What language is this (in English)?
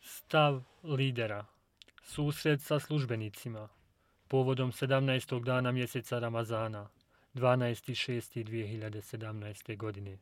Bosnian